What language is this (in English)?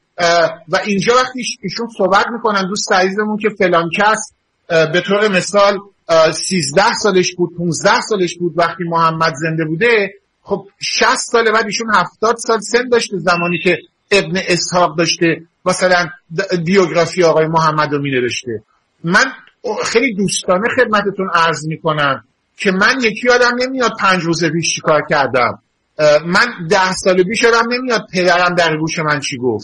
Persian